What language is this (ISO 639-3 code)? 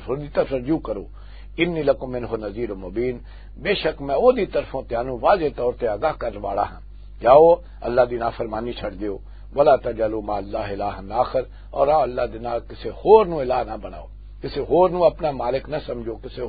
lah